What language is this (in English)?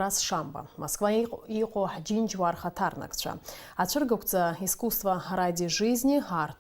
Abkhazian